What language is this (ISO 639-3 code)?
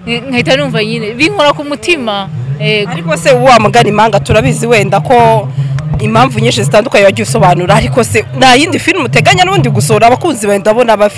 kin